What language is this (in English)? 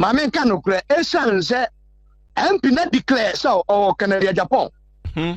Akan